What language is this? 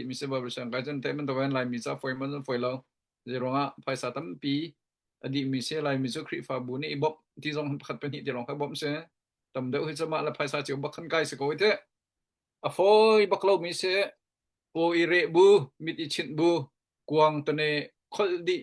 Hakha Chin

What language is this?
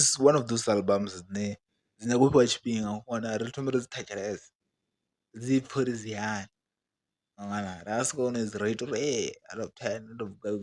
Venda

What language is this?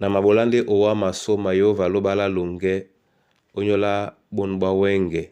Duala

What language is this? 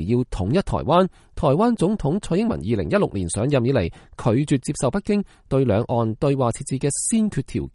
Cantonese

